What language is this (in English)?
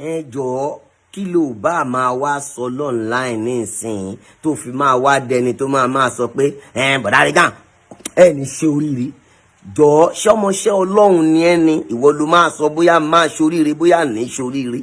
Yoruba